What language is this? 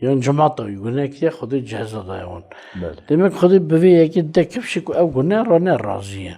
Kurdish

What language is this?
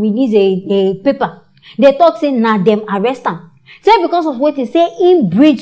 Nigerian Pidgin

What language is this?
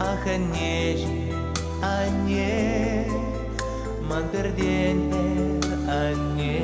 Chuvash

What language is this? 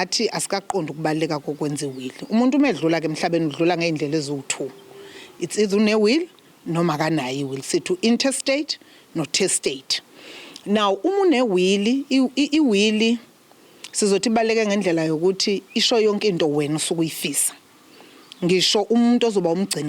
Zulu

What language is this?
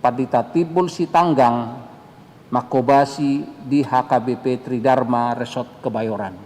Batak Toba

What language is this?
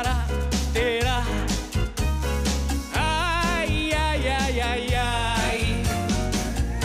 Greek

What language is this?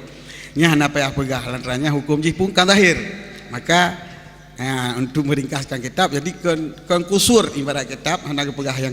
Achinese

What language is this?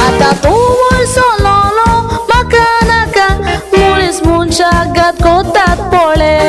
Konkani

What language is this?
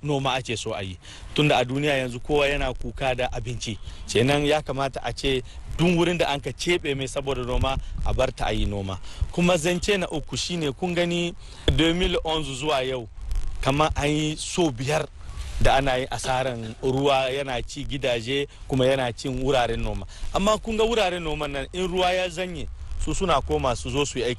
Hausa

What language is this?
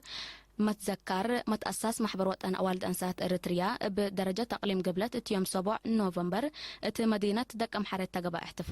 Tigre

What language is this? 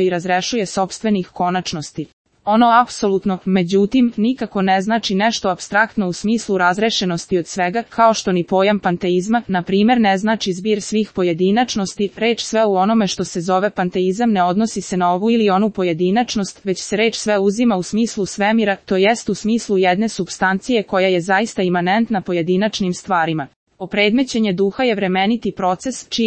Serbian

